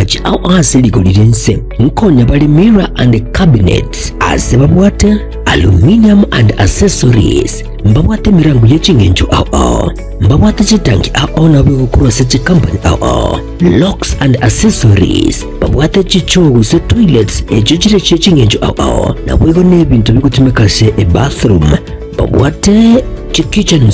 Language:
Gusii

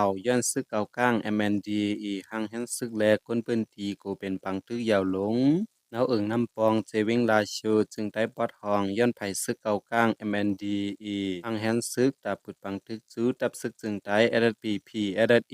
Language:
Shan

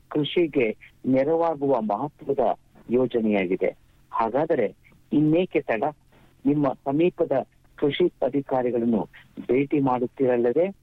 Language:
Kannada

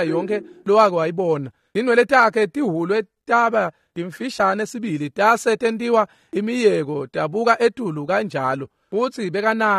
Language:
Swati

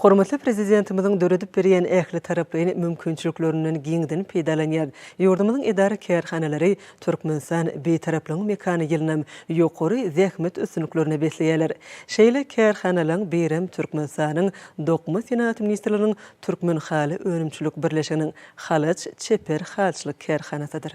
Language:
Turkmen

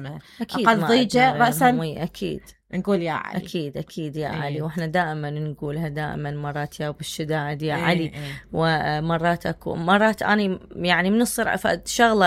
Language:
Mesopotamian Arabic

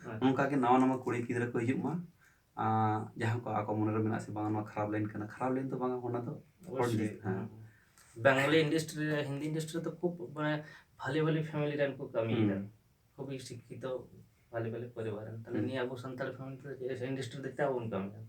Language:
Santali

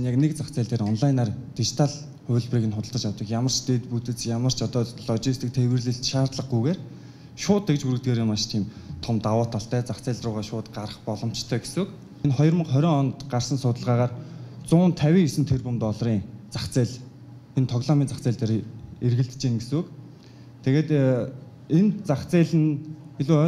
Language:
Mongolian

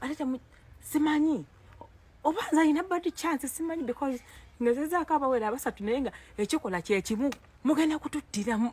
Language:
Ganda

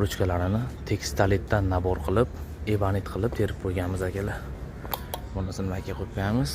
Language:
Uzbek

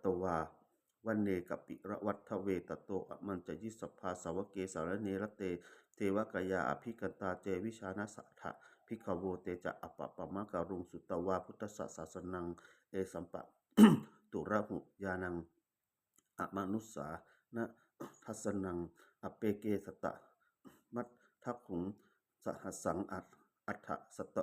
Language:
Pali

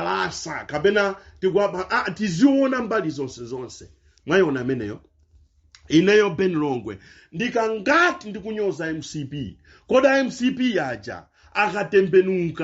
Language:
Nyanja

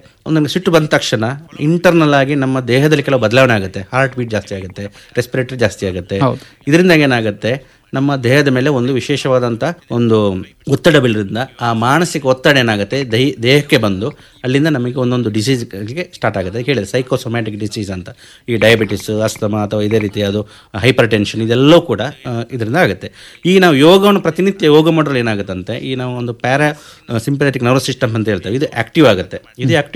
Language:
Kannada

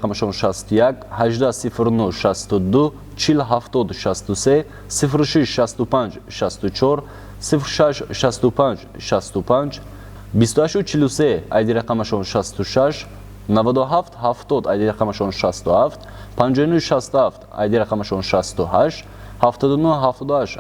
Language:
Tajik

